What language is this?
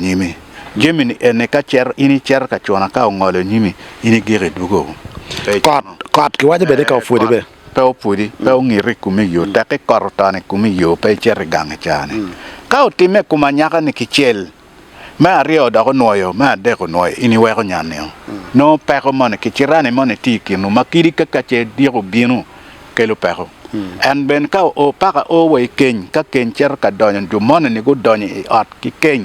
Acoli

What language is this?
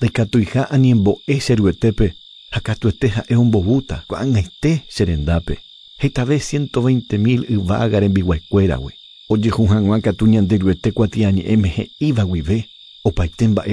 Guarani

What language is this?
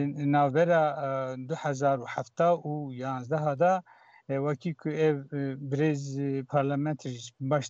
Kurdish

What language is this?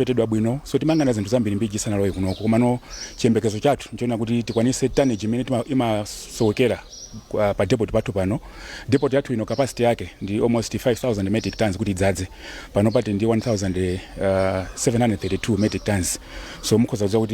Nyanja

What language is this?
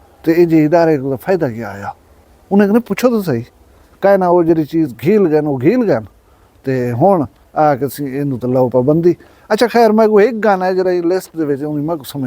Saraiki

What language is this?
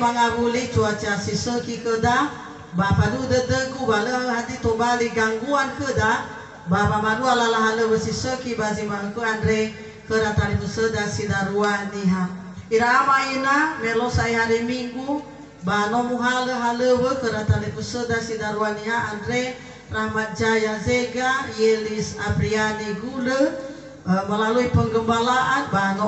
Nias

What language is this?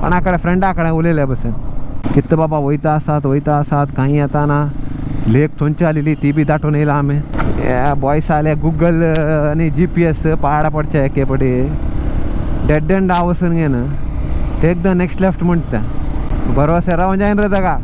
Konkani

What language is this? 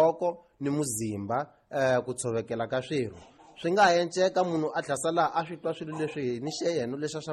Tsonga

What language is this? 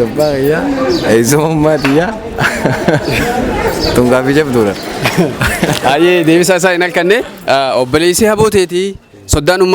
Oromo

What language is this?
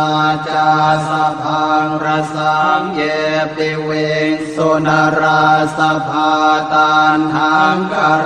Pali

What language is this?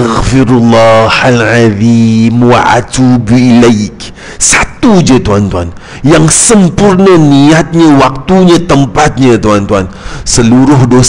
Malay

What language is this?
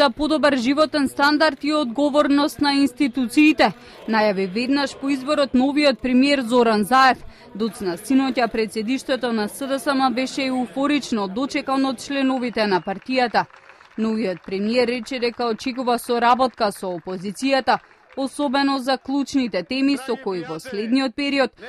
Macedonian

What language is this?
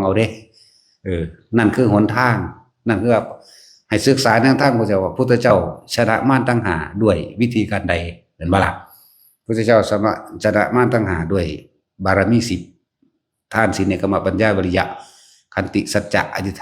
Northeastern Thai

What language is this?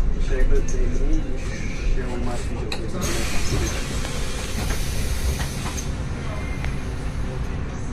Polish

